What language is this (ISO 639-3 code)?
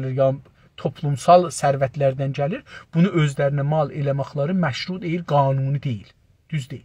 azb